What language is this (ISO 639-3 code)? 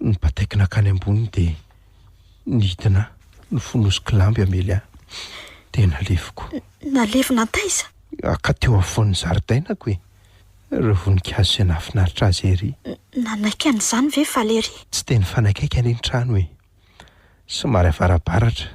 mlg